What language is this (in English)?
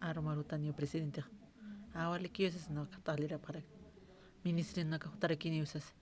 Aymara